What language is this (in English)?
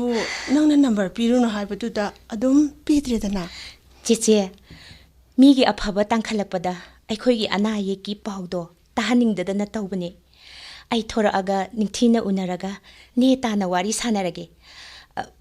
Manipuri